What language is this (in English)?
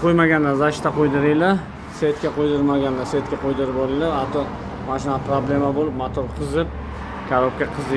Uzbek